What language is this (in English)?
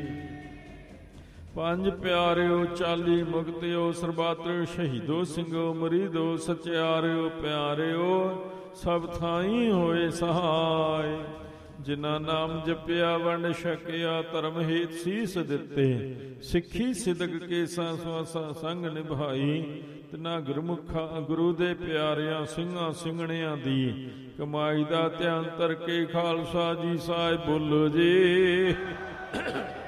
Punjabi